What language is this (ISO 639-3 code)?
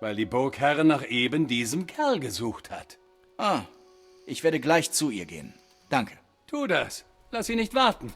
bar